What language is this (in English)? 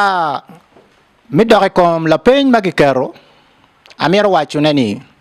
Acoli